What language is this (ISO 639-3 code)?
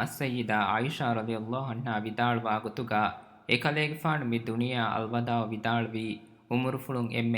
div